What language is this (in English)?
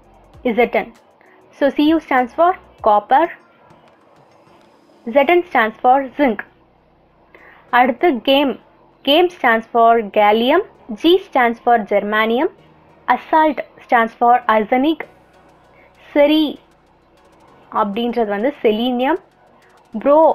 Tamil